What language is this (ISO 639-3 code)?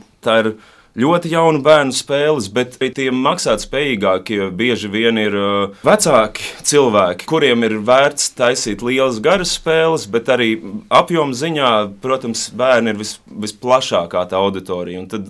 lav